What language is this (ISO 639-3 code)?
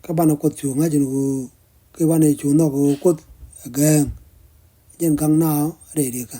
nus